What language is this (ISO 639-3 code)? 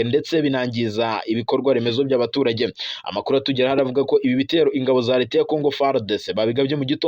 kin